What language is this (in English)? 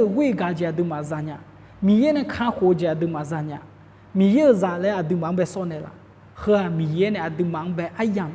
Akha